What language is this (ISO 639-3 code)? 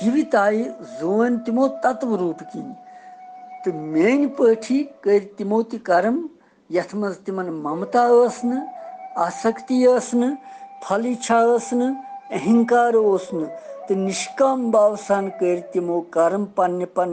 kas